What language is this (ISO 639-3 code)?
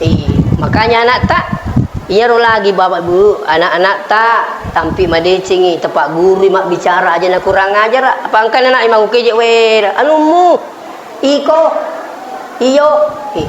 bug